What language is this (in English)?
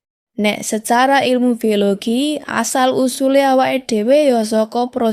Javanese